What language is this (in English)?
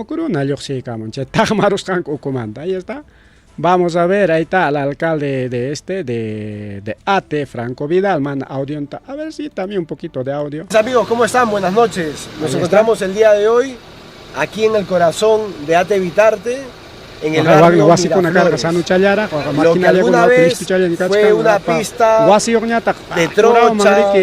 Ayacucho Quechua